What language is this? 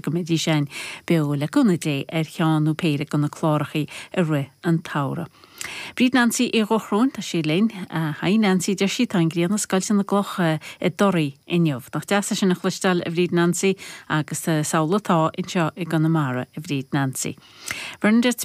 Irish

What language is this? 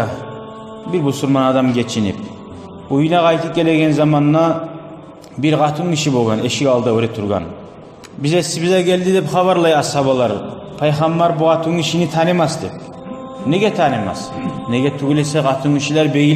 Kumyk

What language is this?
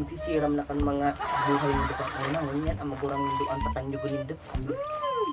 Bikol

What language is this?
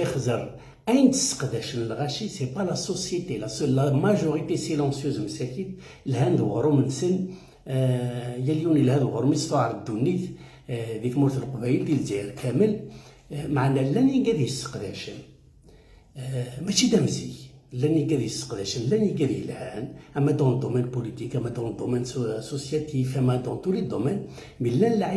Kabyle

